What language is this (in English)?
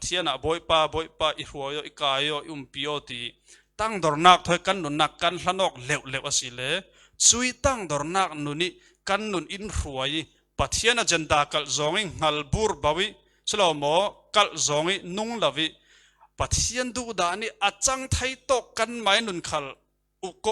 Falam Chin